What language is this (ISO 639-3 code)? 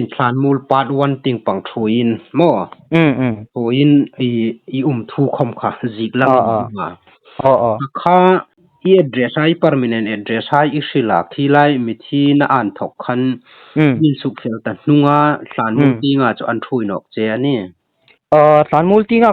hmr